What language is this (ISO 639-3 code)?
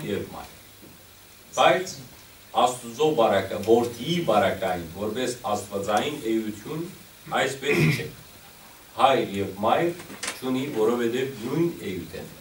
hyw